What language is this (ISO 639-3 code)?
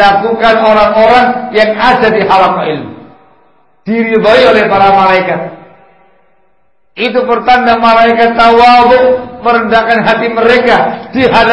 ind